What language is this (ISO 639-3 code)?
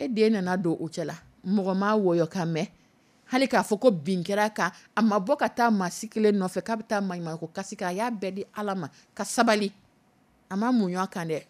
dyu